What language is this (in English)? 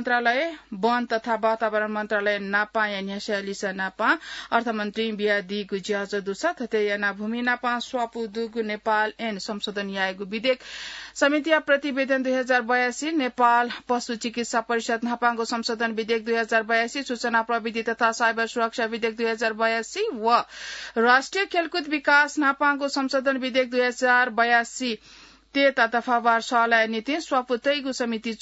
Newari